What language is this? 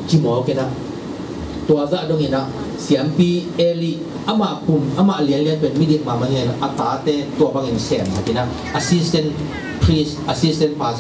Tedim Chin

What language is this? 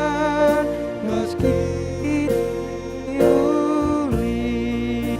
Batak Karo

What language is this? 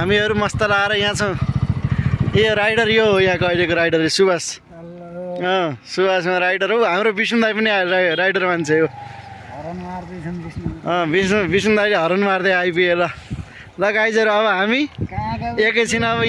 Nepali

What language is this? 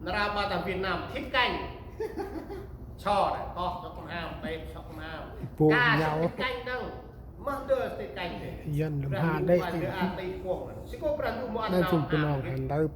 Central Mnong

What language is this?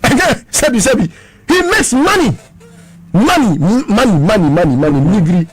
Akan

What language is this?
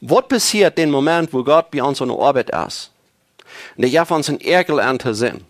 Plautdietsch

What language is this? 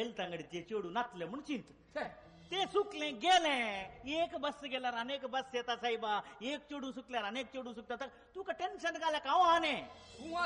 Konkani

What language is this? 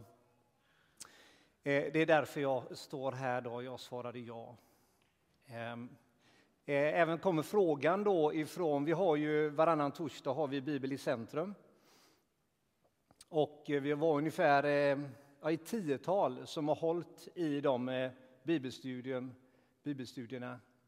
Swedish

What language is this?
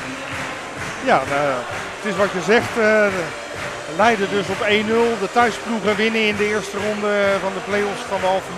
Dutch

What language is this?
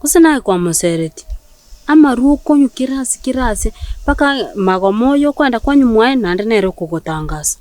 Gusii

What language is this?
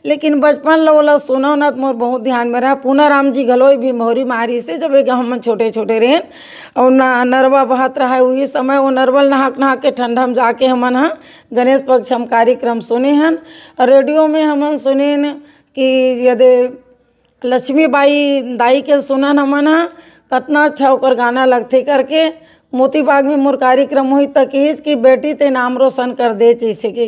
Chhattisgarhi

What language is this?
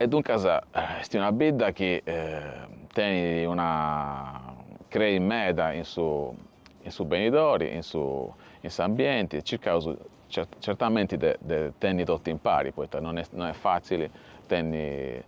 Sardinian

